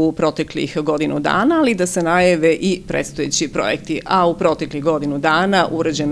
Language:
Serbian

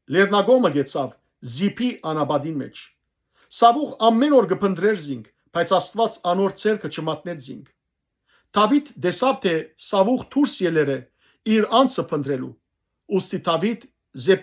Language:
Western Armenian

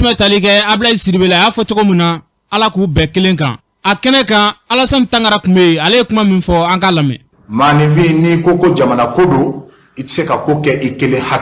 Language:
Bambara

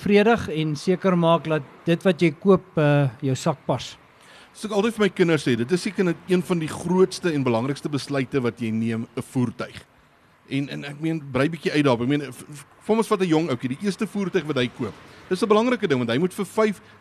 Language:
Afrikaans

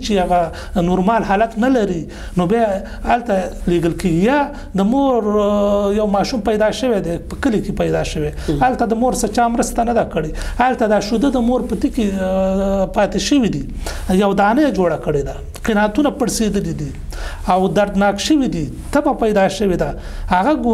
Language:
Pashto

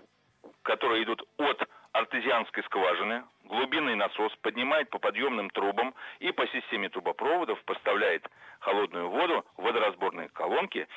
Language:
Russian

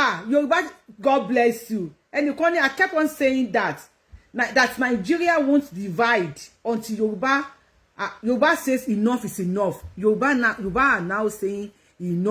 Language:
Yoruba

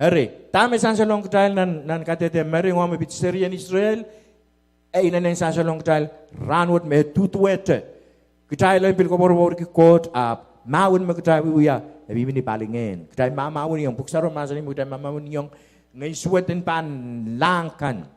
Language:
Pohnpeian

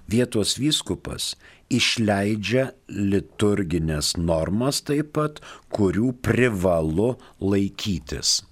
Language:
Lithuanian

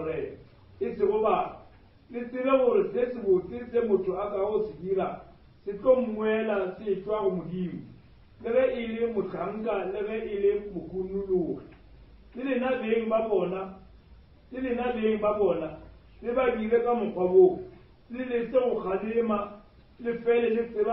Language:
Northern Sotho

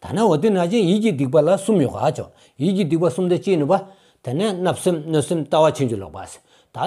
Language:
Stod Bhoti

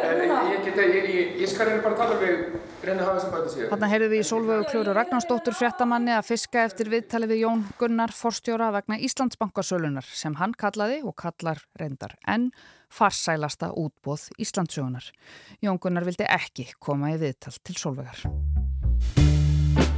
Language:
Icelandic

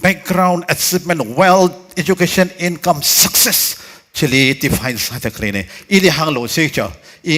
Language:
Tangkhul Naga (India)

